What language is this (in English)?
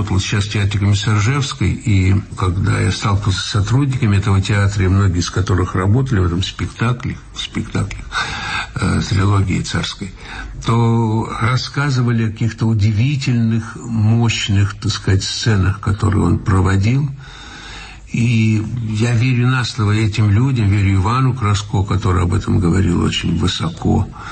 Russian